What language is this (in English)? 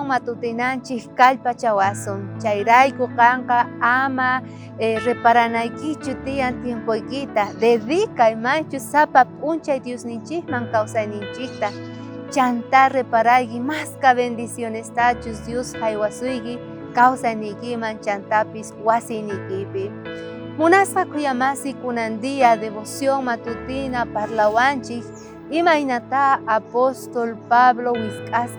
South Bolivian Quechua